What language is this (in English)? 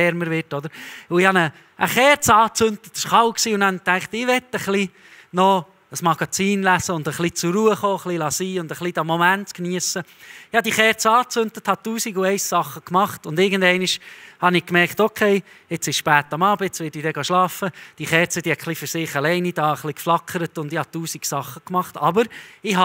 Swiss German